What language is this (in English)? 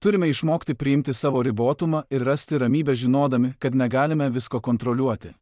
Lithuanian